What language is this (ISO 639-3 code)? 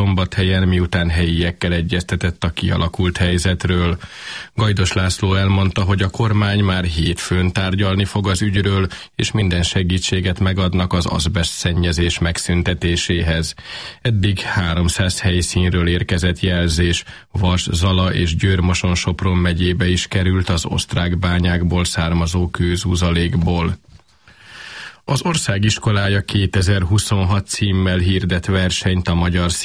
hun